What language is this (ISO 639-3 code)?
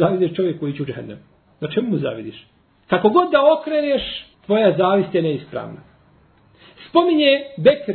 bos